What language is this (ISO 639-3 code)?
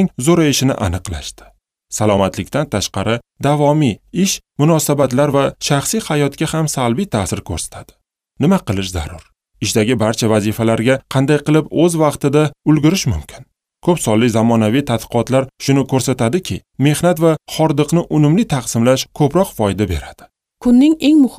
uzb